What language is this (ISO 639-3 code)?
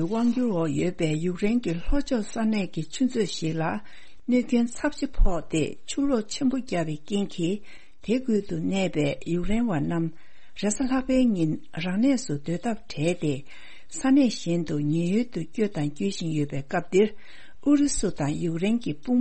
bod